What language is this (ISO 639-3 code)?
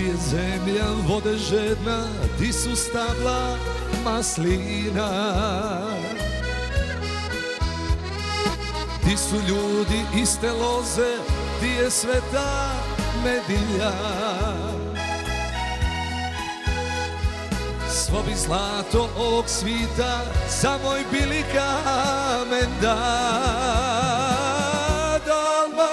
hrv